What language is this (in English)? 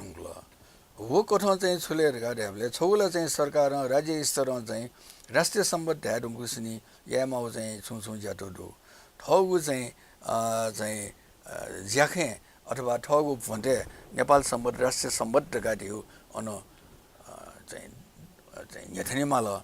Newari